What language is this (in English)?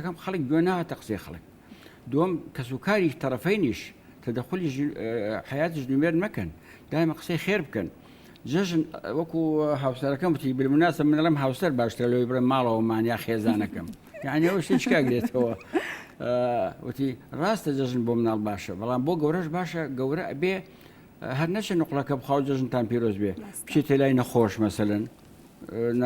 Central Kurdish